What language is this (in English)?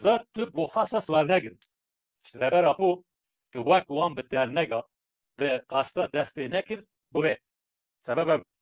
Kurdish